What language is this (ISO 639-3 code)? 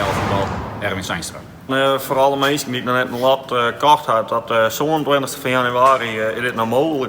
fry